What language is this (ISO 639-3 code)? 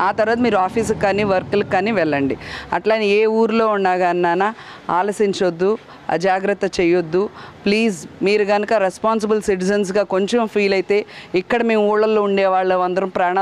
tel